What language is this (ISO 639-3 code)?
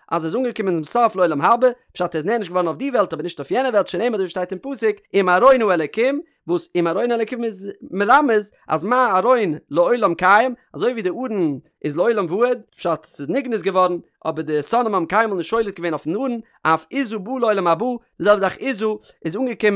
yid